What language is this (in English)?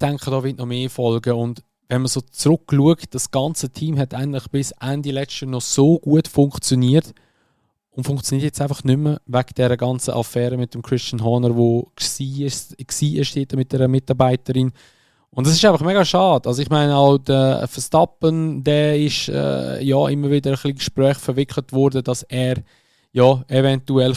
Swiss German